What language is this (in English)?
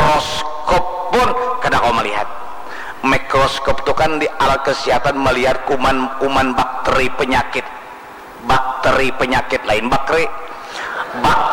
Banjar